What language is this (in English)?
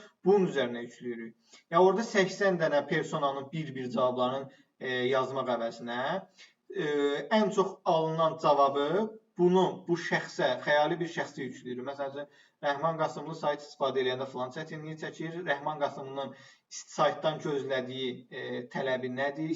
Azerbaijani